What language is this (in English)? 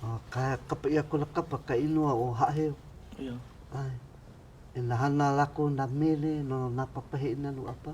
Hawaiian